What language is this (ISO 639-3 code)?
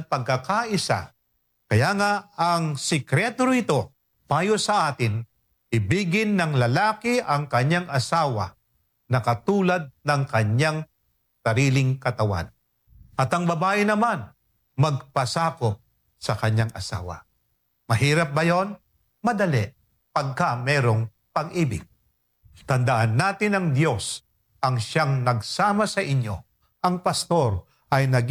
fil